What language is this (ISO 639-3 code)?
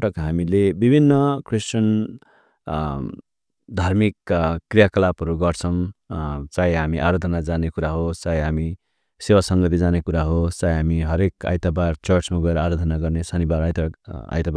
nep